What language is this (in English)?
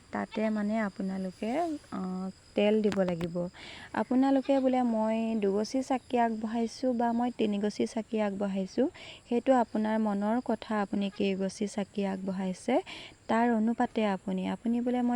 Assamese